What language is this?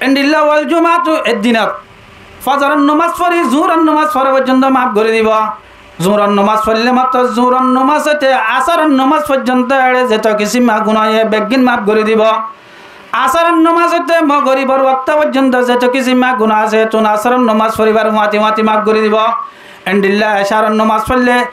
Rohingya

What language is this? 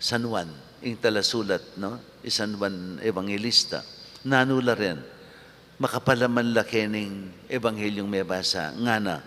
Pampanga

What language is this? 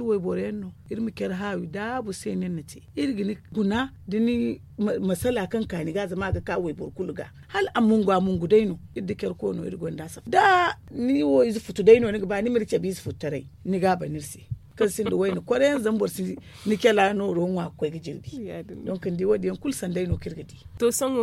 Zarma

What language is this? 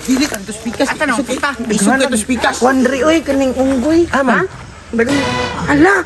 Cebuano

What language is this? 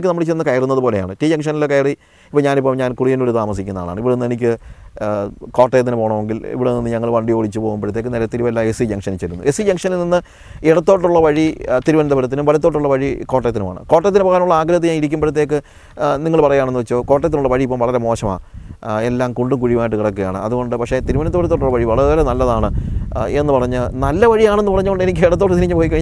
Malayalam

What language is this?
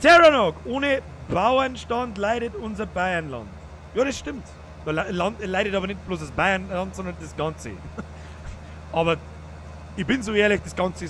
Bavarian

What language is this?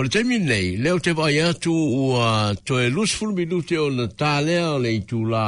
Samoan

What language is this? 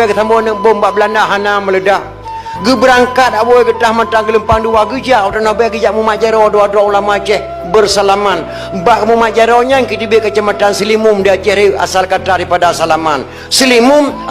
Achinese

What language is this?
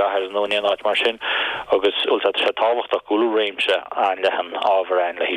Irish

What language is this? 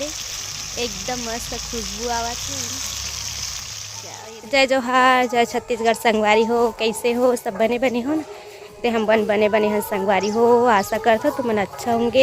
Chhattisgarhi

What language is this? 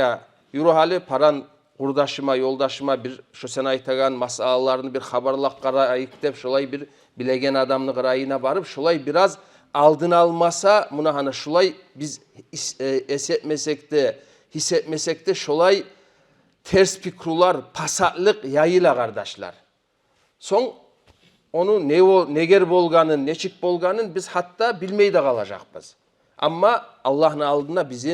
Kumyk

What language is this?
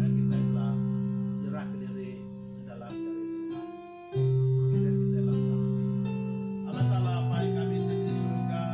Iban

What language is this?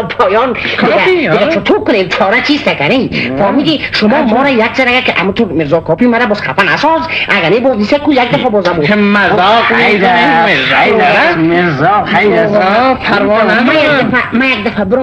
Persian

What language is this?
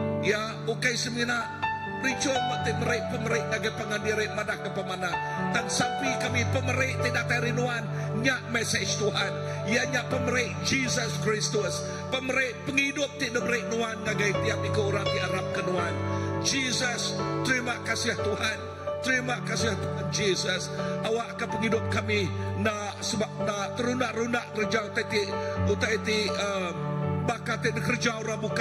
Iban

